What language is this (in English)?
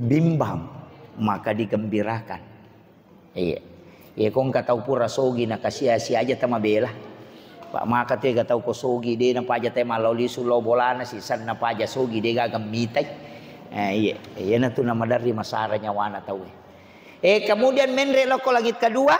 Buginese